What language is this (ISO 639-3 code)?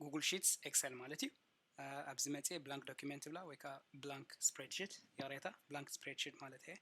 tir